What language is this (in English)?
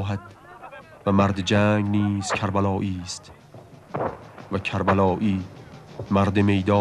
Persian